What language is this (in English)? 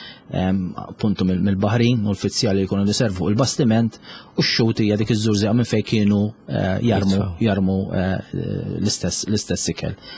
Maltese